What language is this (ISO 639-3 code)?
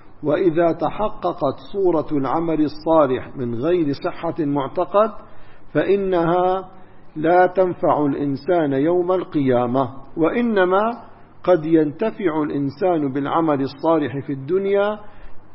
ara